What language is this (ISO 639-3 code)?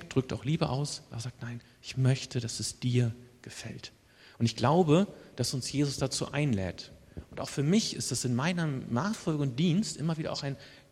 deu